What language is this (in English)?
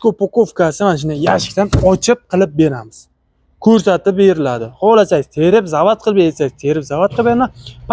Uzbek